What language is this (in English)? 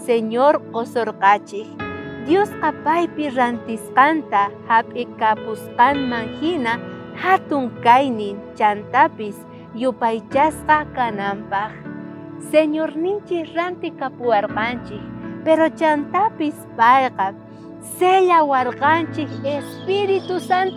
South Bolivian Quechua